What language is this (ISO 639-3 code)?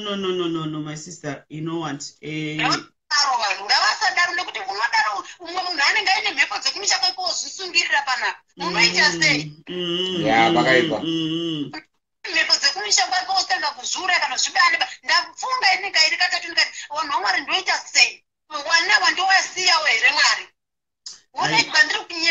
sna